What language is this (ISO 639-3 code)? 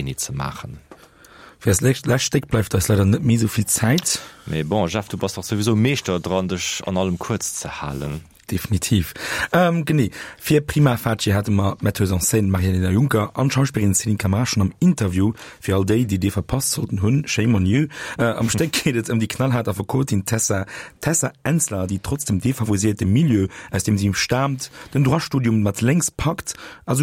ltz